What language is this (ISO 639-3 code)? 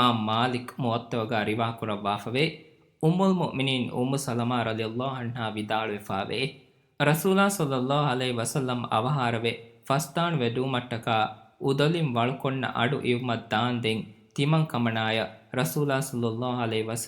div